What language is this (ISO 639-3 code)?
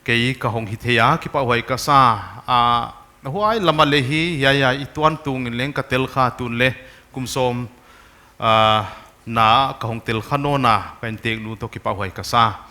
pck